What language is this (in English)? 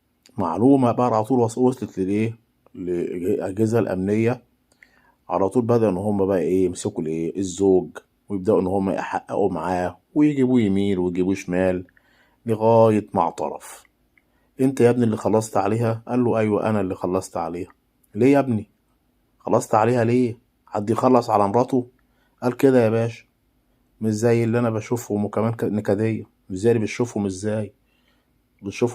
Egyptian Arabic